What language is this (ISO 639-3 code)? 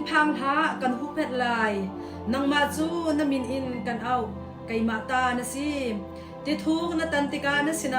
cnh